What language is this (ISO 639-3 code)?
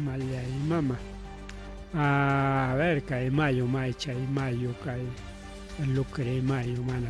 quy